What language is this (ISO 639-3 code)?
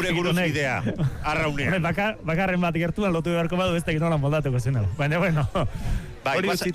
eus